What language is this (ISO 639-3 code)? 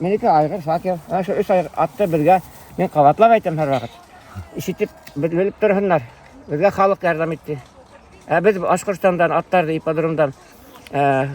bak